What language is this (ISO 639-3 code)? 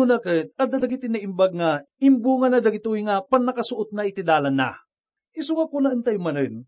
ilo